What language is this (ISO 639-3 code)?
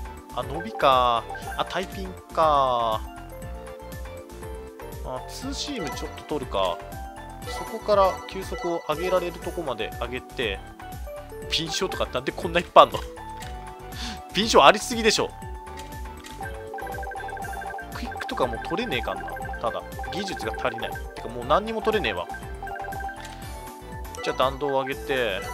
jpn